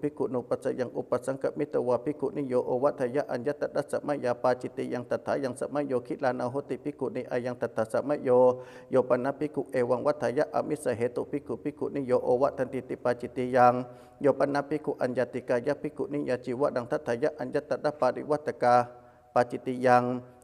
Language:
Pali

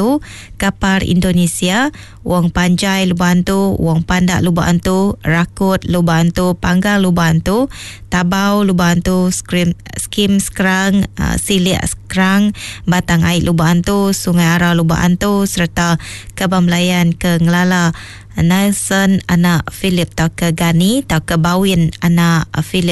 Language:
Iban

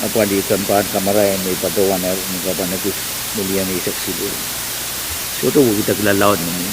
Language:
Pohnpeian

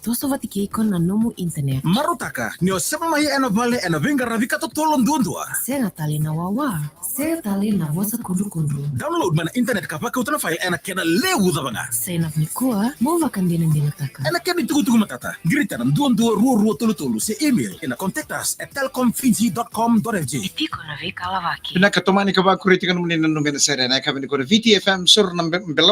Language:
Fijian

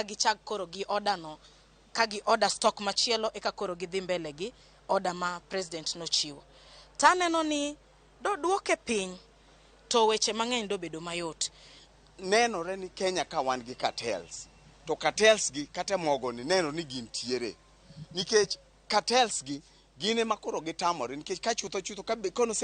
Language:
Luo (Kenya and Tanzania)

